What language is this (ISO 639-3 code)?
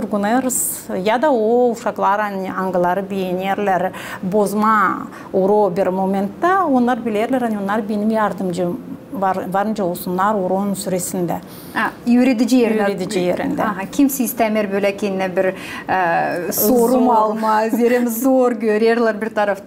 gag